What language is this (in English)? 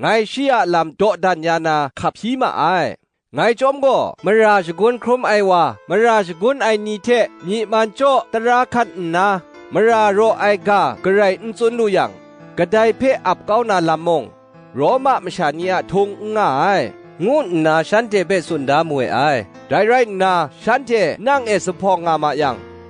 Kachin